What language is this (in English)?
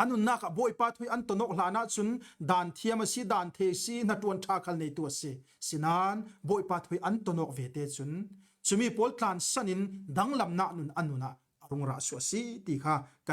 Falam Chin